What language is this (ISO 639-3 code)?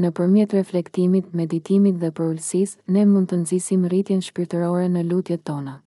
sqi